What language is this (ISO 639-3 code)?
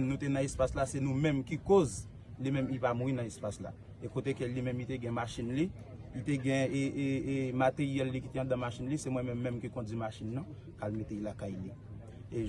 hat